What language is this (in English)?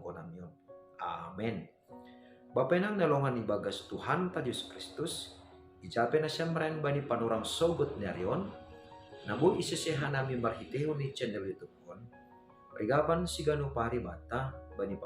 Batak Simalungun